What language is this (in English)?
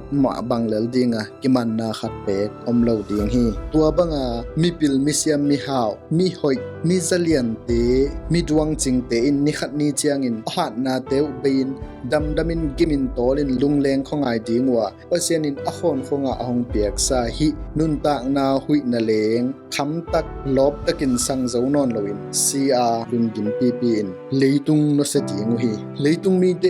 Tedim Chin